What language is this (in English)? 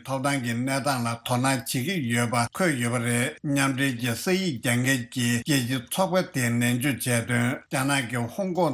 Tibetan